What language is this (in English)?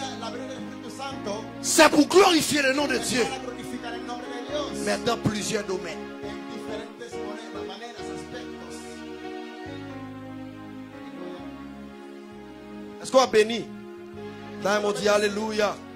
French